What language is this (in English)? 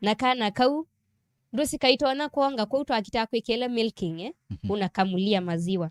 Kamba